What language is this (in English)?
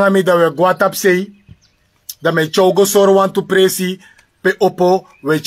Sranan Tongo